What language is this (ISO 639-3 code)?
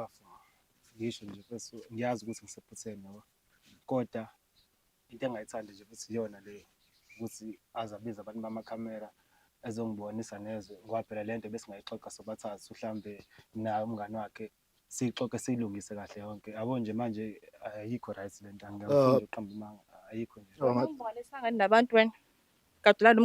zul